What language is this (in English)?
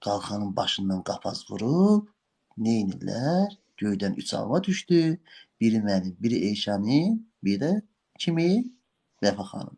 Azerbaijani